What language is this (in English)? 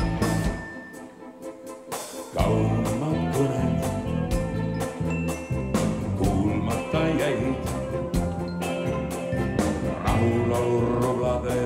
Estonian